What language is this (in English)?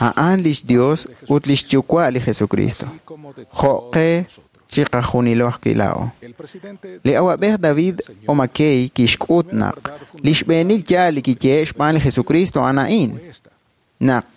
Kekchí